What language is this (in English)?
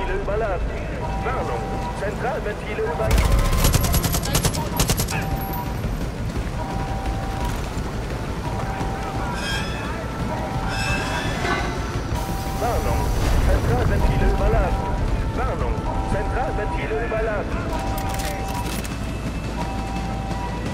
German